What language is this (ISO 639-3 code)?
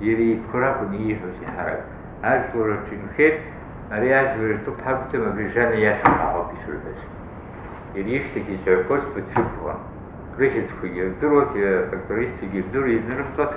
abk